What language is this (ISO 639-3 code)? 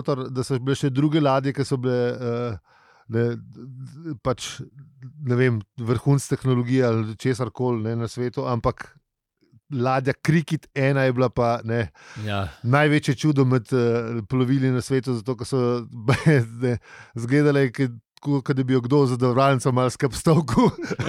slv